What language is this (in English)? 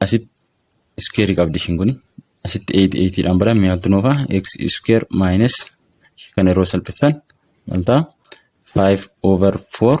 Oromo